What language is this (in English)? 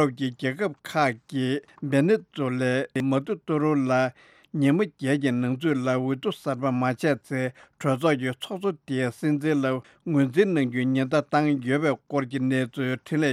Tibetan